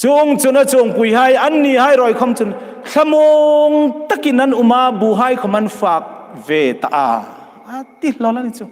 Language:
Hmar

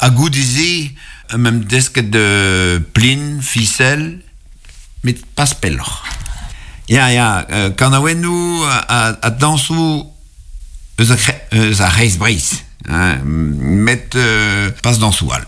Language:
Breton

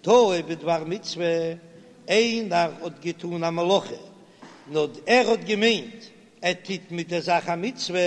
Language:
Yiddish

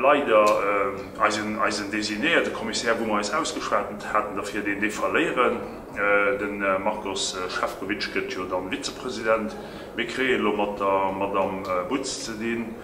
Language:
Luxembourgish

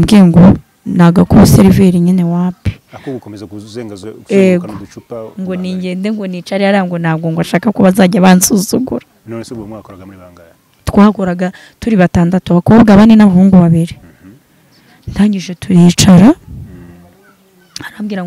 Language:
Kinyarwanda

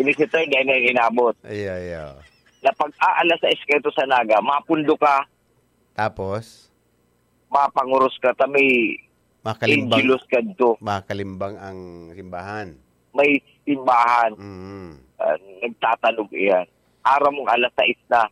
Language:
Bikol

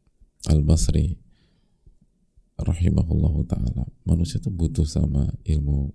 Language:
Indonesian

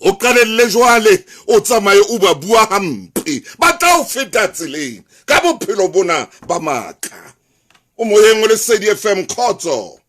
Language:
Southern Sotho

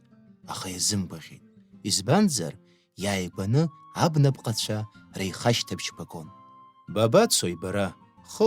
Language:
Abkhazian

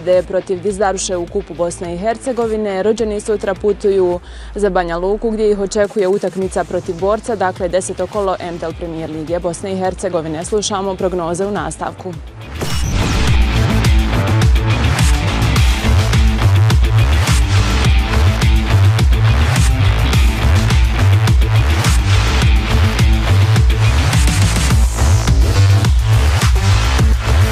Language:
Bosnian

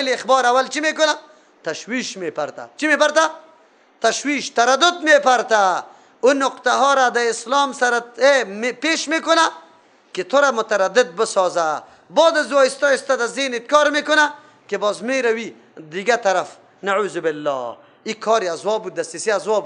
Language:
Persian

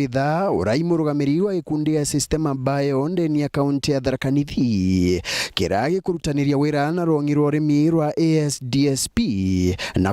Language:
Meru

